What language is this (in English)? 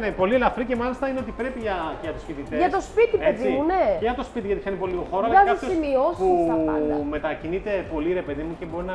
Greek